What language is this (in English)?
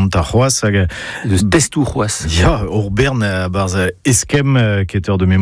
Breton